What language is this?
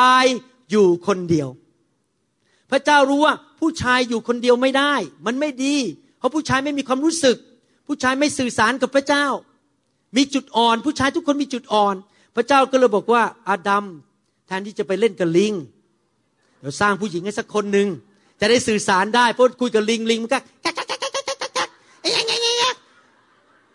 Thai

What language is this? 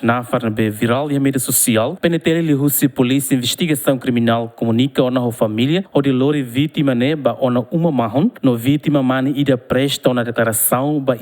Tetum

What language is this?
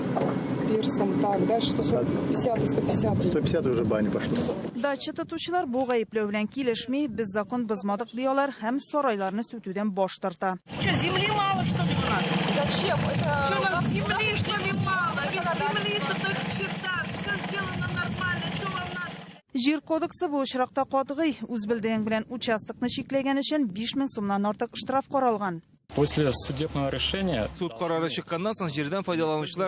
Tatar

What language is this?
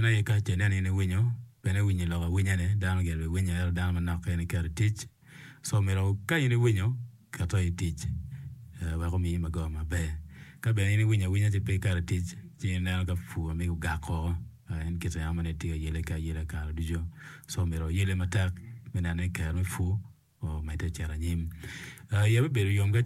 Acoli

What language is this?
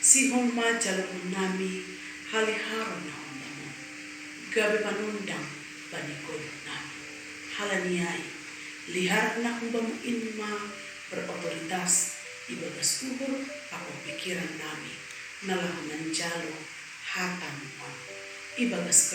Batak Simalungun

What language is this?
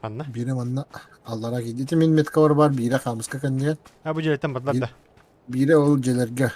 Yakut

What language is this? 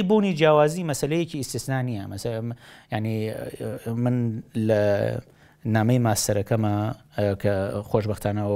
Central Kurdish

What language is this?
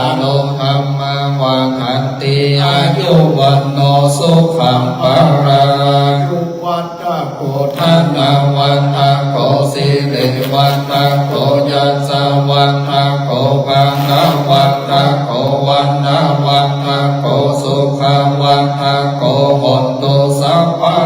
Pali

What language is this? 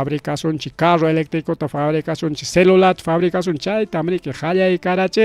Ayacucho Quechua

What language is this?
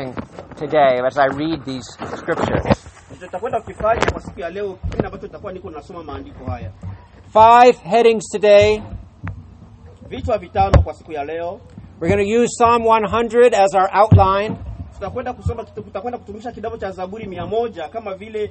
Swahili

